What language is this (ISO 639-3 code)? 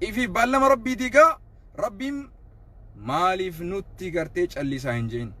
orm